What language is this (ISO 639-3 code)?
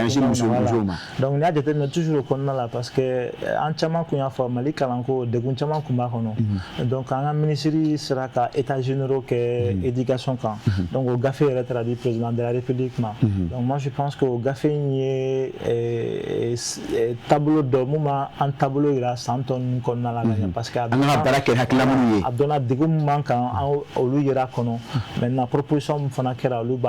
bam